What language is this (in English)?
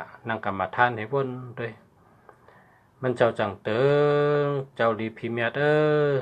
Shan